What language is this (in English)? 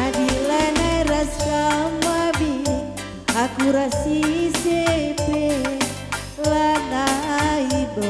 Batak Karo